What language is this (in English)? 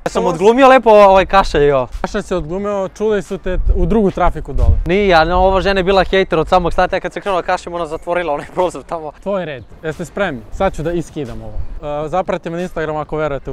Serbian